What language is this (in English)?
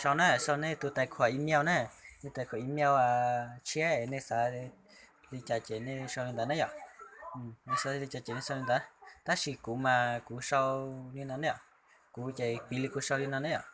Hmong